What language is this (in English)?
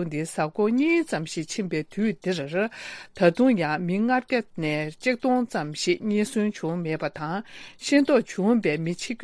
Tibetan